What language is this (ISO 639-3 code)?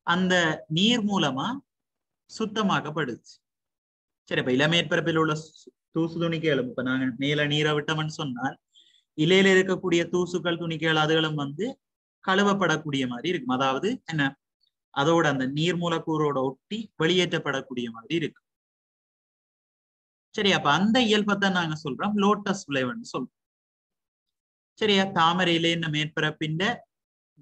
tam